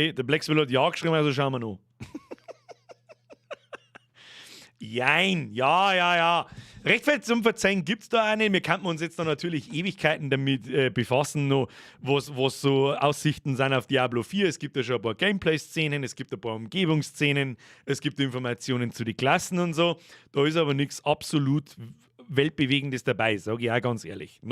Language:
Bavarian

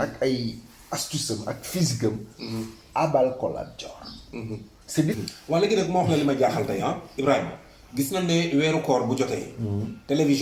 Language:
Wolof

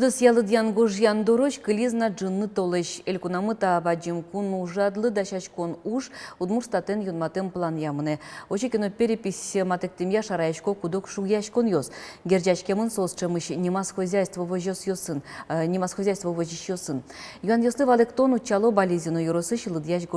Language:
Udmurt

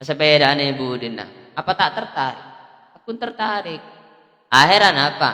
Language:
Madurese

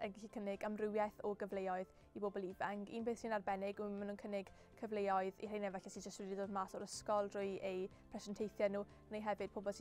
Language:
Welsh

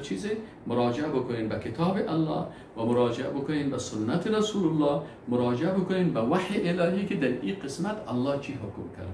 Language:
Persian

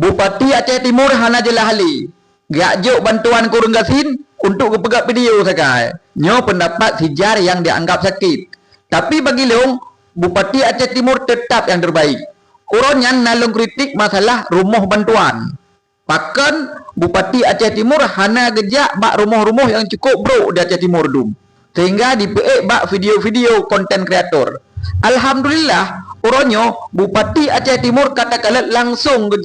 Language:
Achinese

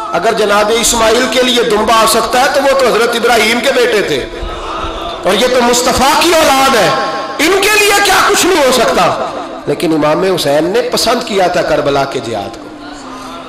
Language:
Urdu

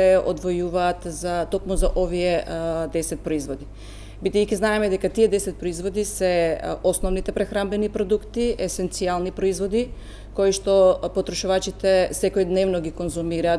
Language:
Macedonian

